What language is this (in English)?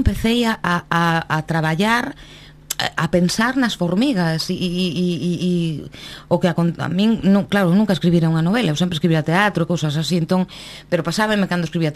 Galician